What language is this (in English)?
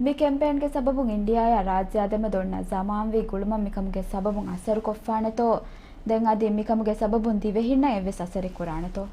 Divehi